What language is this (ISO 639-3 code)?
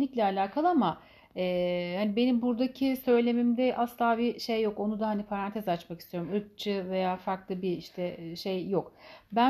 tur